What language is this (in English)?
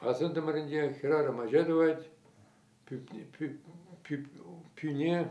Chuvash